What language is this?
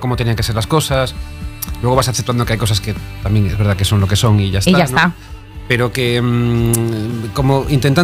Spanish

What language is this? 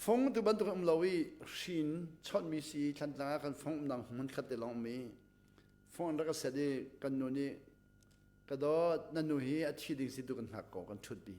Hakha Chin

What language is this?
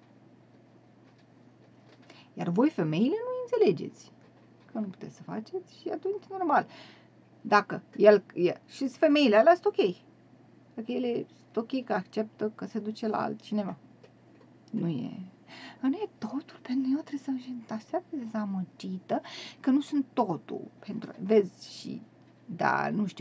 Romanian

